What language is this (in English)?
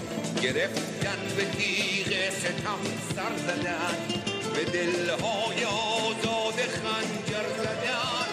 Persian